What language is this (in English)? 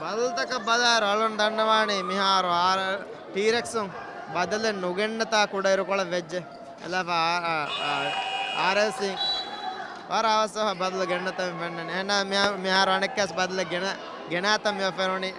Divehi